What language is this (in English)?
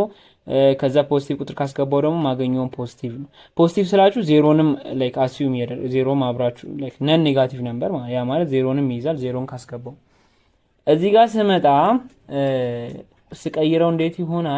Amharic